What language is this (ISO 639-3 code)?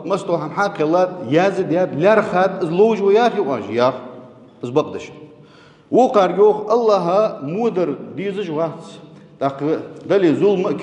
inh